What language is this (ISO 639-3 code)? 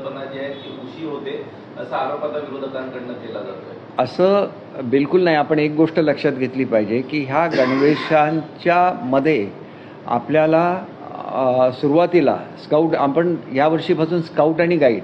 mar